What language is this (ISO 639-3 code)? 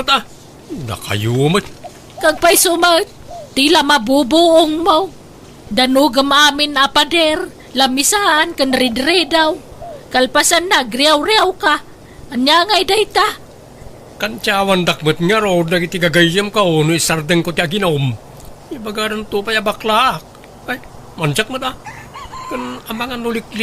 ilo